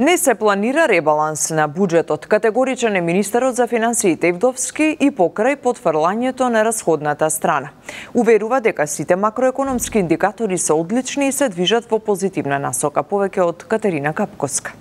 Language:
Macedonian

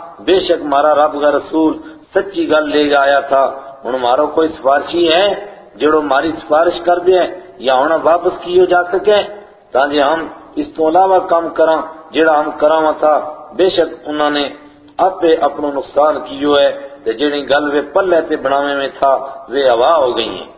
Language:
Gujari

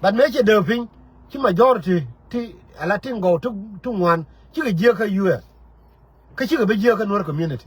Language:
Nuer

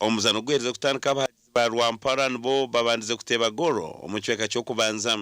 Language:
Nyankole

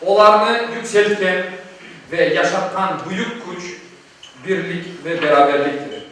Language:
Crimean Tatar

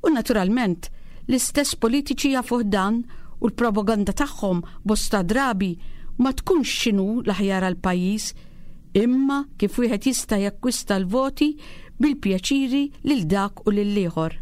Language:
Maltese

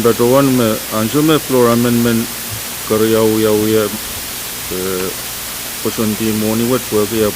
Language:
Pohnpeian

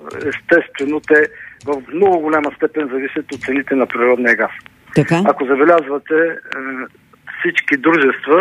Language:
Bulgarian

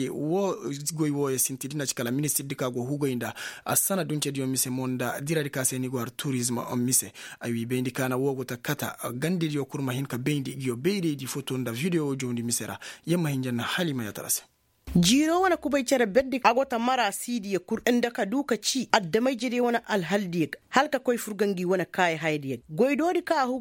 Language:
Koyraboro Senni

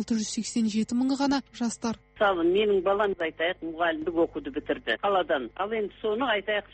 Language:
Kazakh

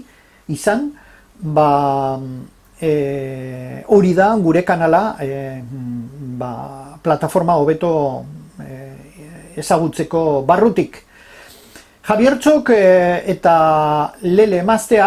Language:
Basque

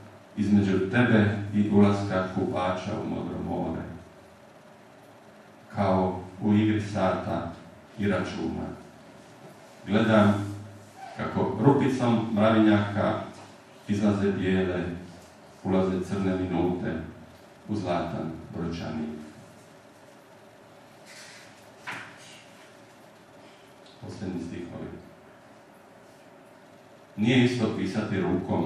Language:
Croatian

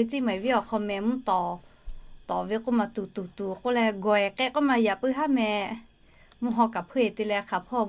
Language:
Lahu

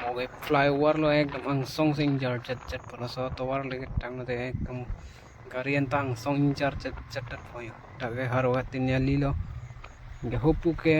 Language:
Karbi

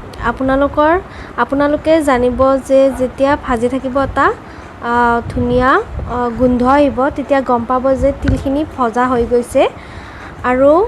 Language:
Assamese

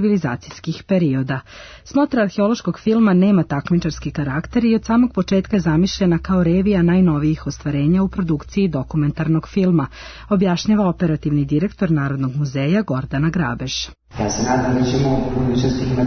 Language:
Serbian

